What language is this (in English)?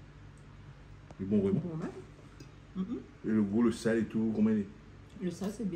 Réunion Creole French